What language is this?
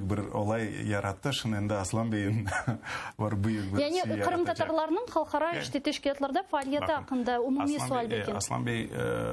Crimean Tatar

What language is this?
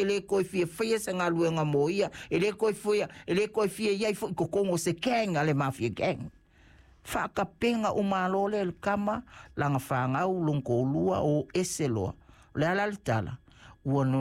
Samoan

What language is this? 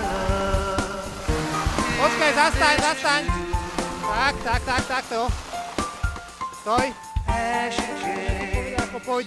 Slovak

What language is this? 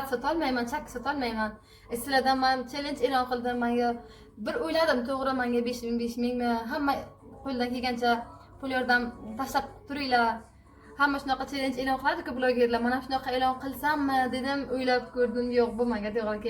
Uzbek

